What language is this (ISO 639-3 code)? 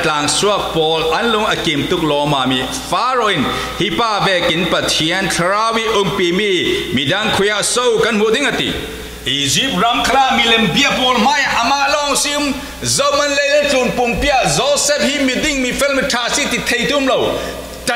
cfm